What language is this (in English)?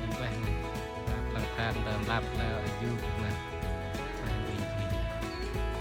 Central Mnong